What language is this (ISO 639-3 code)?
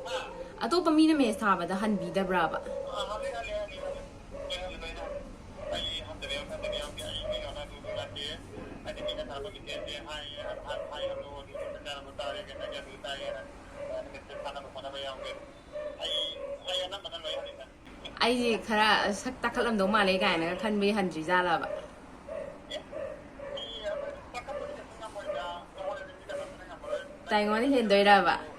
mni